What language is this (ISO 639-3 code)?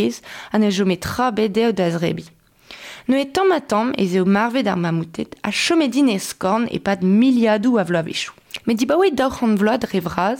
bre